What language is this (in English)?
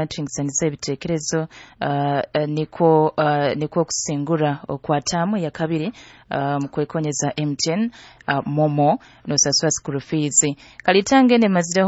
Nyoro